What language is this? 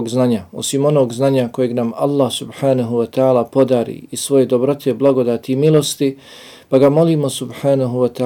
Bosnian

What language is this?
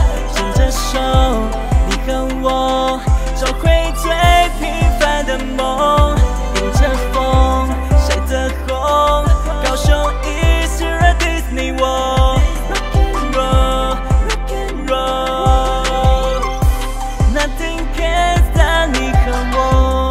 Chinese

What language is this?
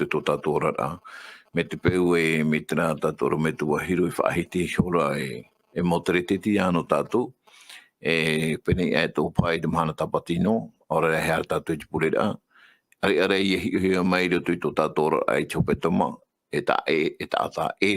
Tahitian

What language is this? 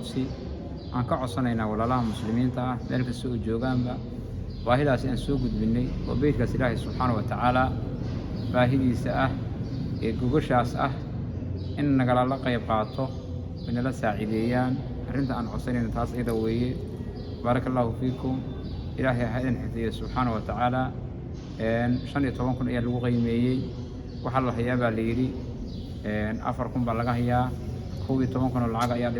Somali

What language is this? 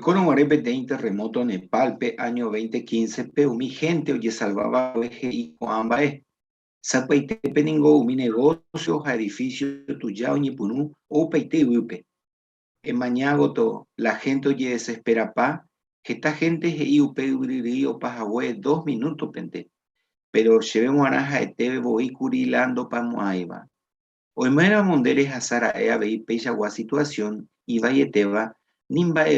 Guarani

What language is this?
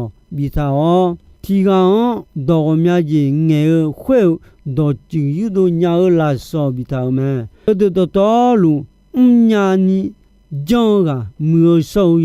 Akha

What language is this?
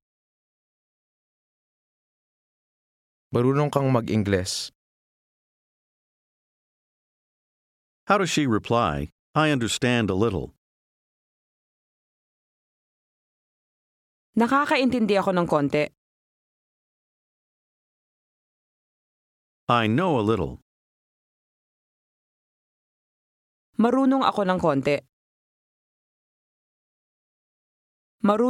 Filipino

